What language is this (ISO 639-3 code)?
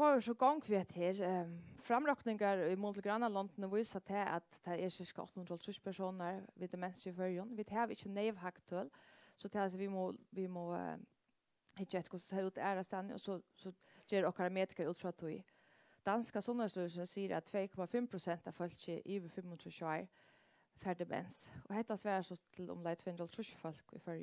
fao